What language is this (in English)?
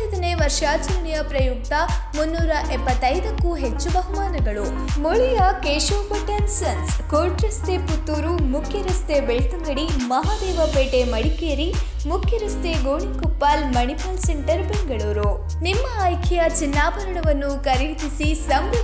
Kannada